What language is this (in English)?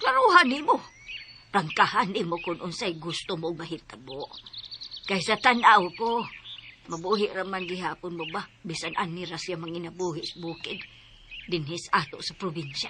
Cebuano